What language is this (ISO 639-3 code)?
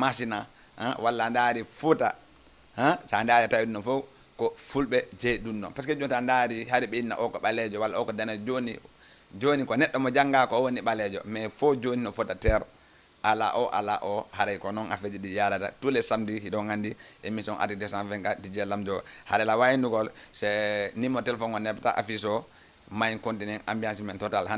ful